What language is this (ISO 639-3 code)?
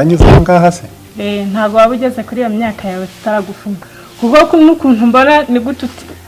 kin